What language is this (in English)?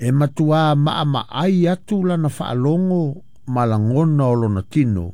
Samoan